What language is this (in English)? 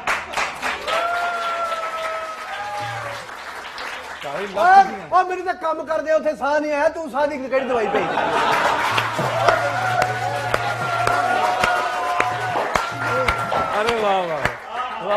Punjabi